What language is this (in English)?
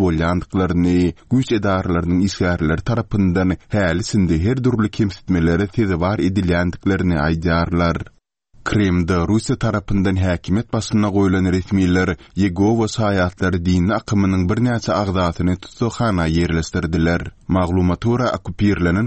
Kyrgyz